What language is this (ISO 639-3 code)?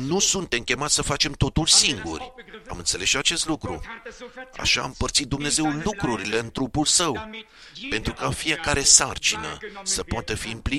ron